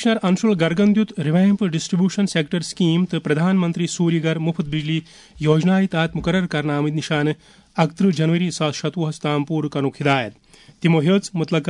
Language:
Kashmiri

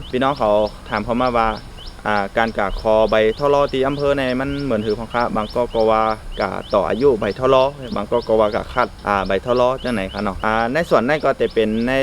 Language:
Shan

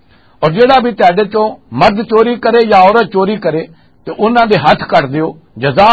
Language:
Western Panjabi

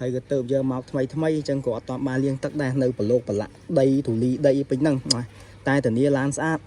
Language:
Khmer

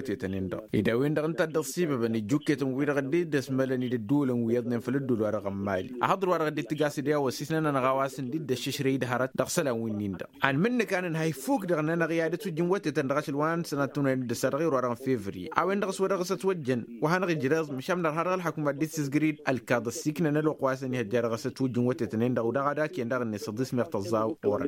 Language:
Tamasheq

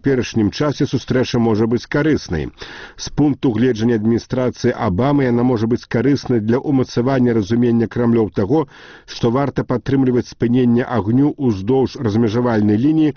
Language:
Belarusian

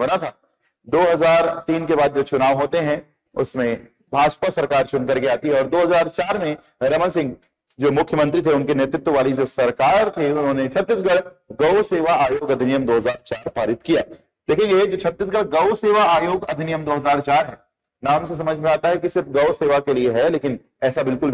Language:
Hindi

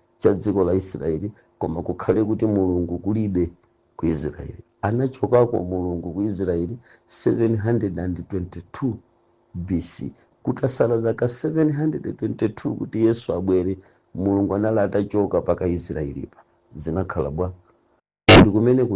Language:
Nyanja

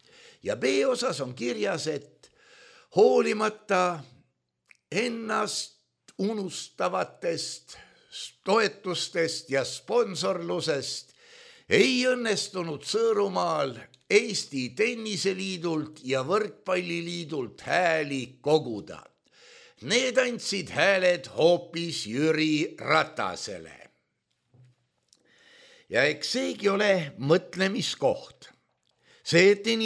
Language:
Estonian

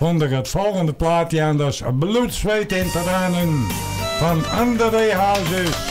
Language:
Western Frisian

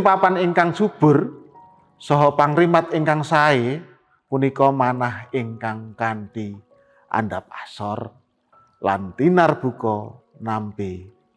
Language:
Javanese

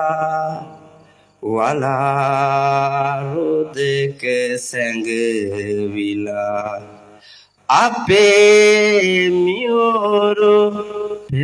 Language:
Sinhala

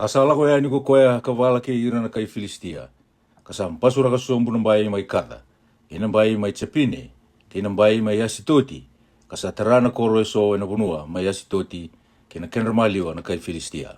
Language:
Fijian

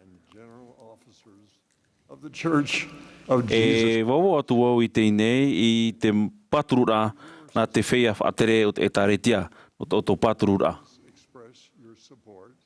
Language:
Tahitian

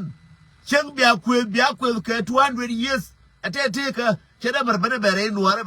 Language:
Nuer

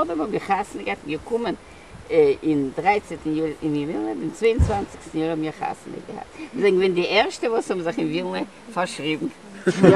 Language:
Yiddish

